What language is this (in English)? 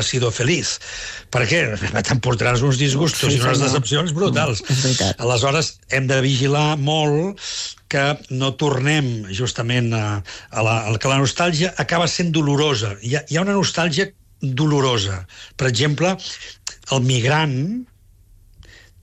Catalan